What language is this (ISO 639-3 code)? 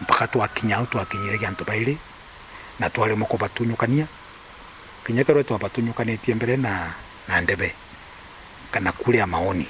mer